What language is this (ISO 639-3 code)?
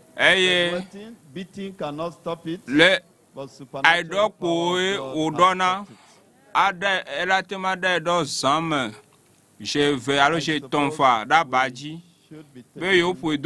ewe